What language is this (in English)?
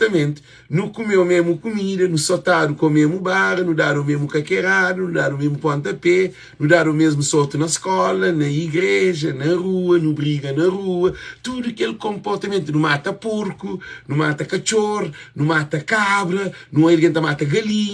Kabuverdianu